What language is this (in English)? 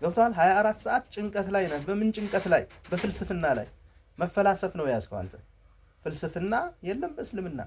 Amharic